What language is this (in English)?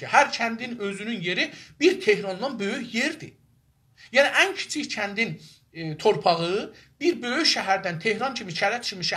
South Azerbaijani